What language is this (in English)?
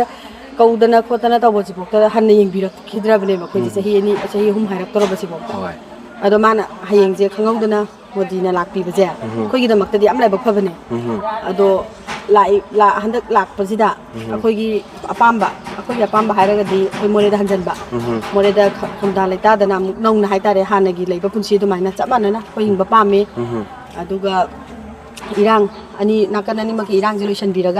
Manipuri